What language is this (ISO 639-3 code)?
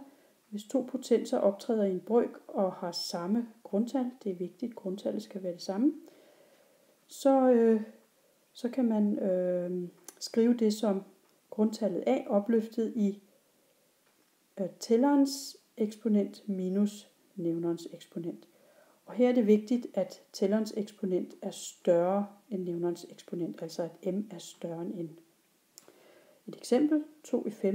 dan